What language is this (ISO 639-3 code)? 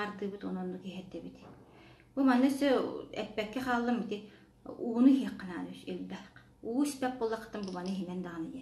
sah